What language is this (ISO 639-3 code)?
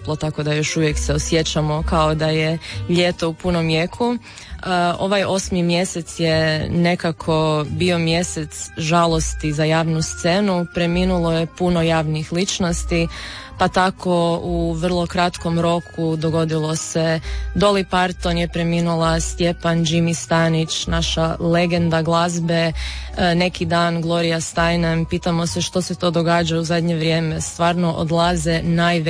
hrv